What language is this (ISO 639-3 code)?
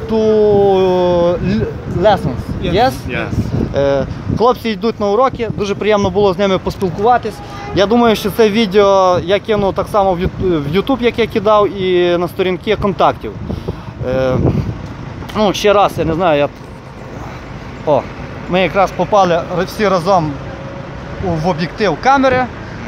ukr